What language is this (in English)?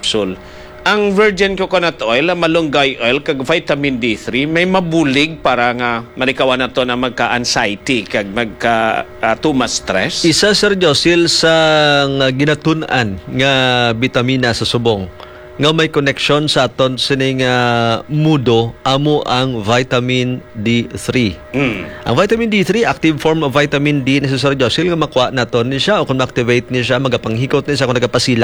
Hiligaynon